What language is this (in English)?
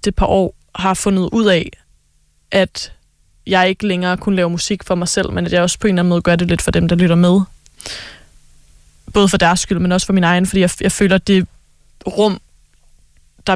Danish